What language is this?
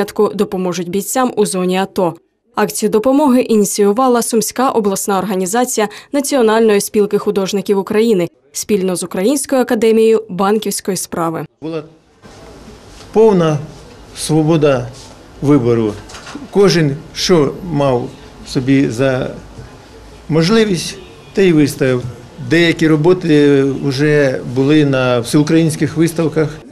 Ukrainian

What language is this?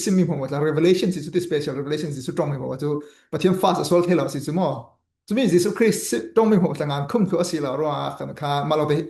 Falam Chin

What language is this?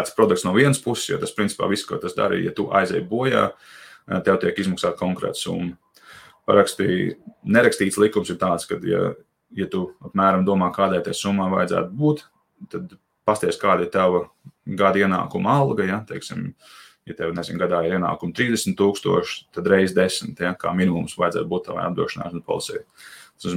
Latvian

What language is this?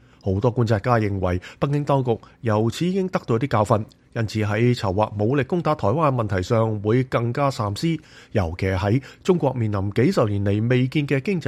Cantonese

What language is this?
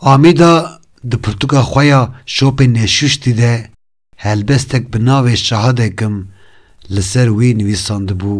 Kurdish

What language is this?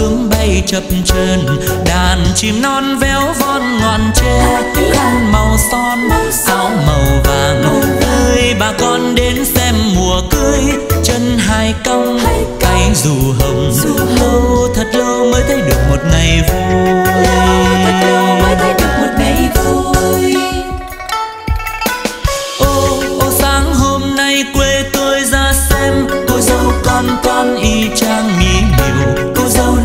Vietnamese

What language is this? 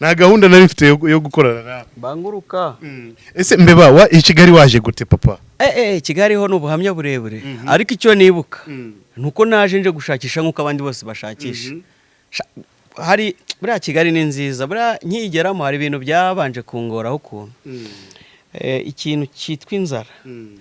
Kinyarwanda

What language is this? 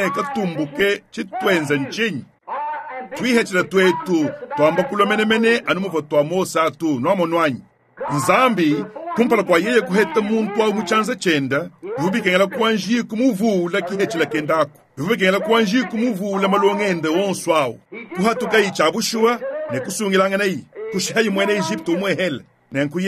Luba-Lulua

